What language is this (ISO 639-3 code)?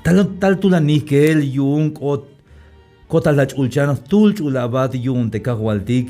tzh